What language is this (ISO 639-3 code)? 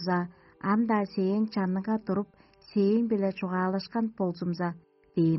tyv